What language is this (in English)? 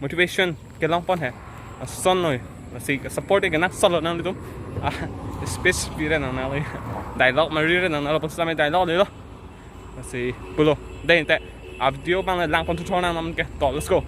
Karbi